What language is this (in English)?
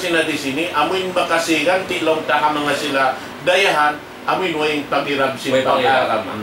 Tausug